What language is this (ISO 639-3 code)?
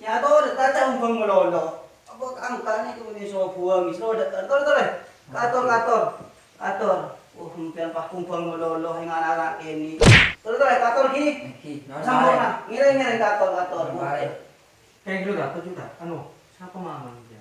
mad